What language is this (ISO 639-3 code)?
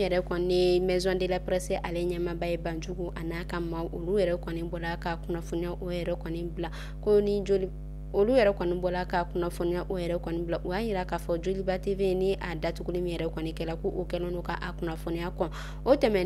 bam